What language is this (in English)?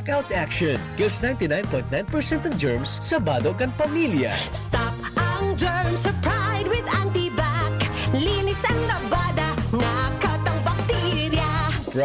Bikol